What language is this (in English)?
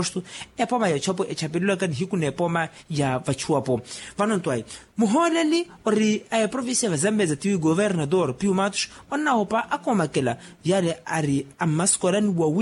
Makhuwa